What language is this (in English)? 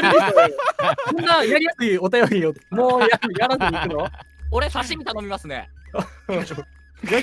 Japanese